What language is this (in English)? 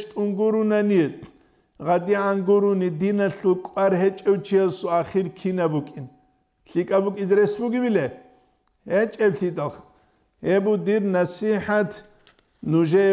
Avaric